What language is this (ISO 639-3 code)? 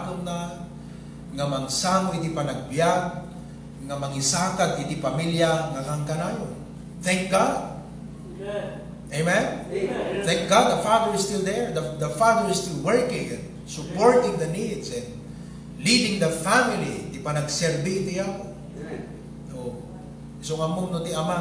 ilo